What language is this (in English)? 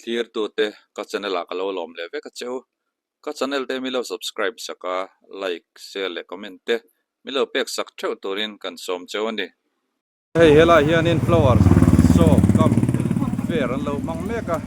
Mizo